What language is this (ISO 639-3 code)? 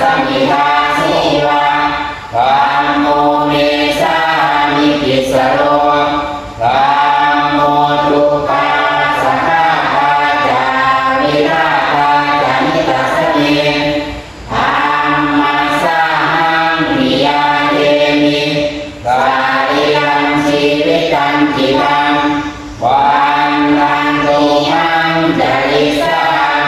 pli